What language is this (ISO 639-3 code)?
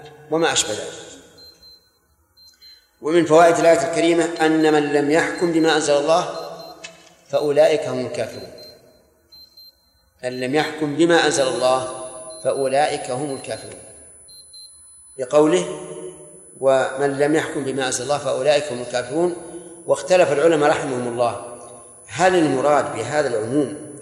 ara